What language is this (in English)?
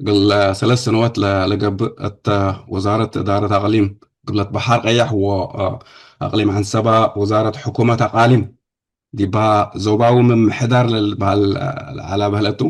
Tigre